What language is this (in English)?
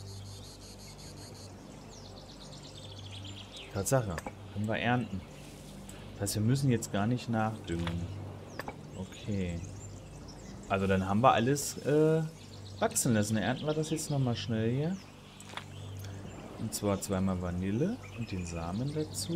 German